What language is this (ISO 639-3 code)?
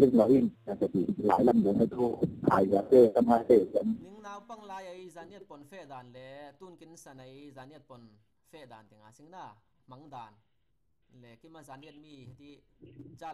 cfm